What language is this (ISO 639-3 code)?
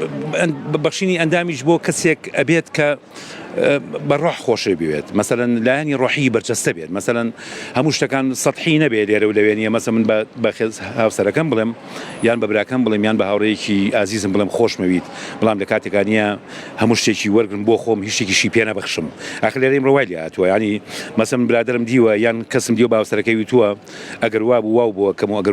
ckb